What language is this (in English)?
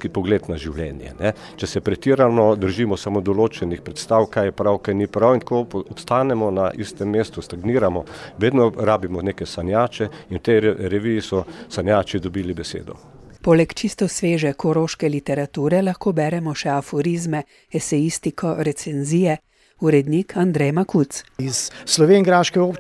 Slovenian